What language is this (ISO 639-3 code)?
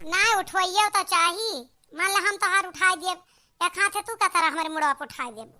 awa